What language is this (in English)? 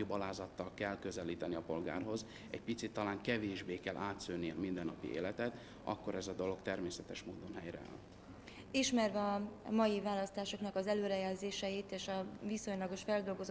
Hungarian